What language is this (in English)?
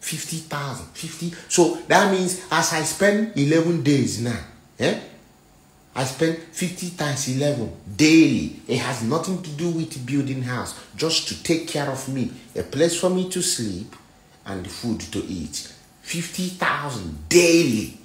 Nigerian Pidgin